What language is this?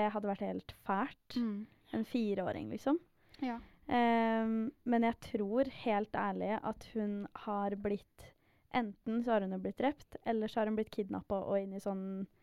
Norwegian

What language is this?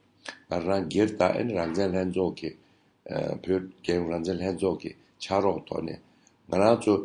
Tibetan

